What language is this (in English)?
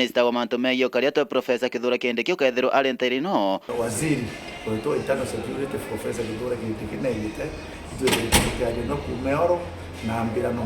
Meru